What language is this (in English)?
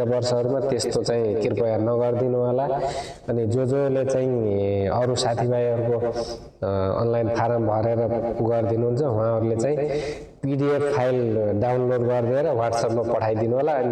Nepali